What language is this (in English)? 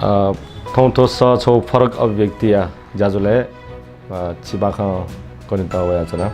Newari